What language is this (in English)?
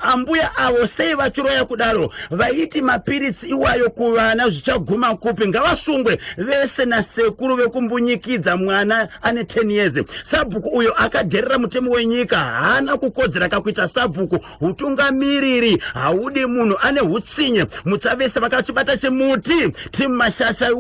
Shona